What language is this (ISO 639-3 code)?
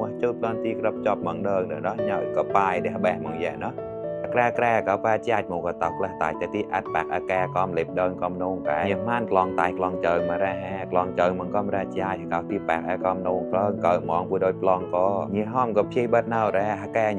mnw